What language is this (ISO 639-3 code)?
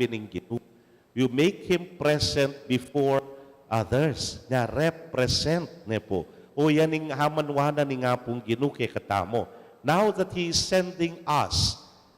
pam